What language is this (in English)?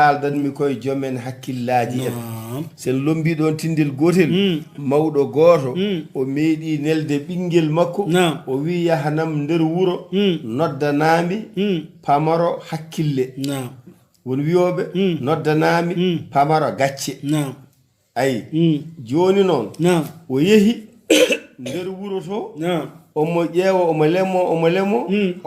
Fula